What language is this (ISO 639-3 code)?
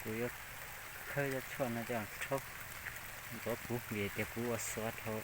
hmn